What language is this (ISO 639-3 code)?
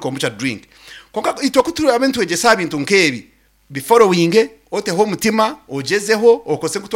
nyn